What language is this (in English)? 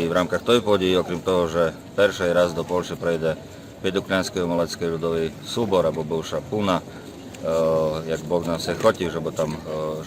Rusyn